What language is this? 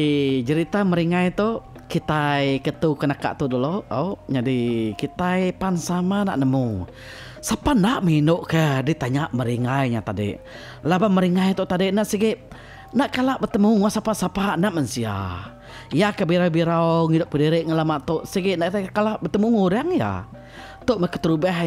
Iban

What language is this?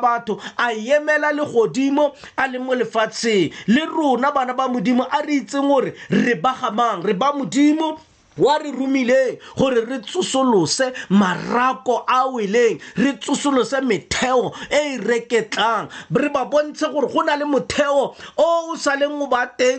Tswana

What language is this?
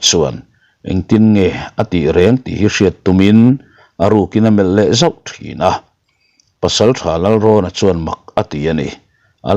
Mizo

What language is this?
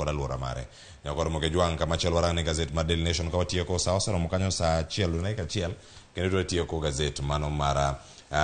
Luo (Kenya and Tanzania)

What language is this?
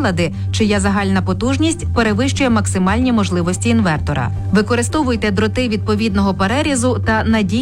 Ukrainian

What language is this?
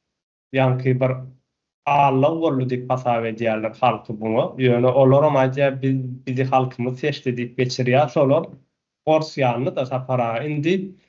Turkmen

